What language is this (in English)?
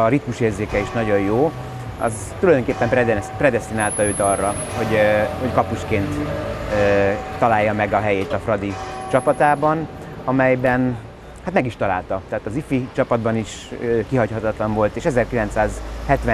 Hungarian